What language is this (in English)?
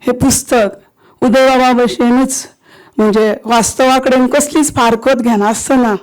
Konkani